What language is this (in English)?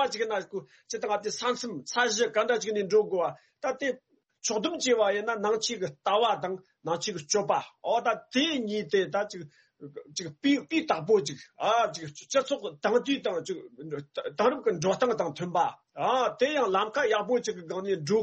Tibetan